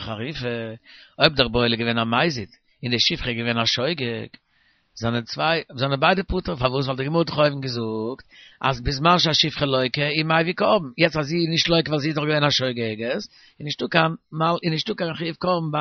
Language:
Yiddish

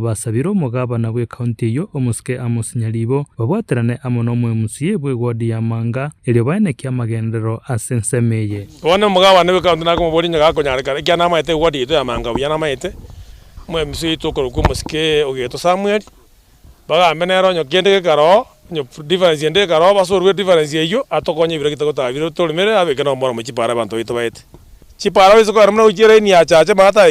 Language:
Gusii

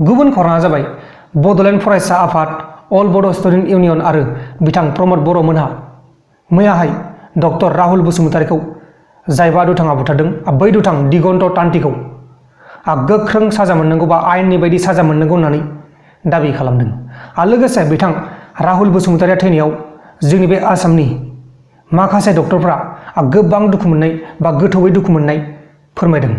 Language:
Bodo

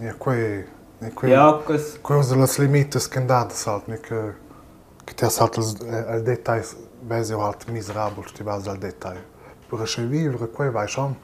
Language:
Romansh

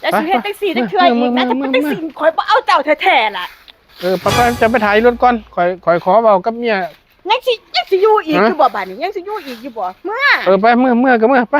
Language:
Northeastern Thai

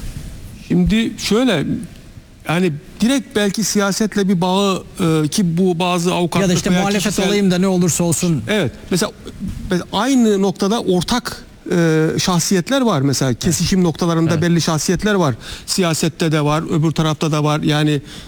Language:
Turkish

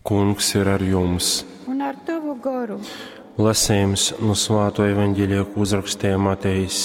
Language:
Latgalian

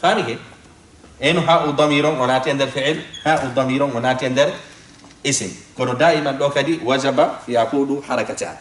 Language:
Fula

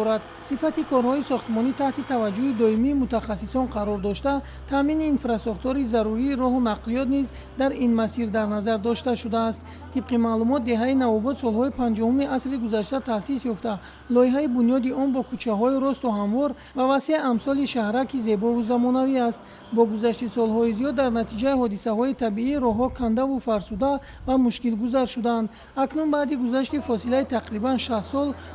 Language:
Tajik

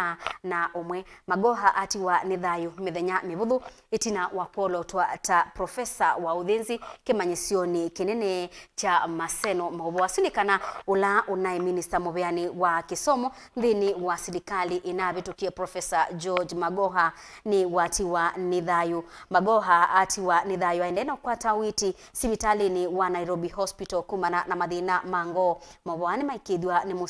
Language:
Kamba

